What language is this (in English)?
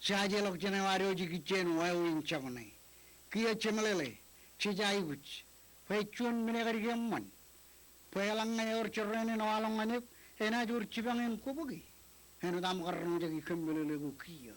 Marshallese